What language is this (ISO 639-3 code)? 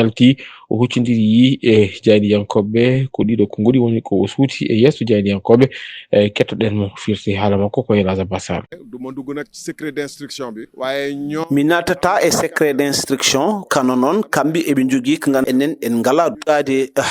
ful